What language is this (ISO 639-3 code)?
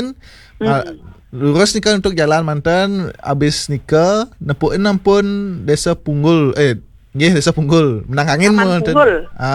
ban